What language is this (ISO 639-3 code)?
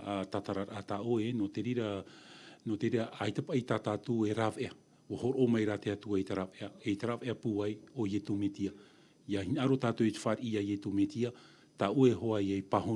tah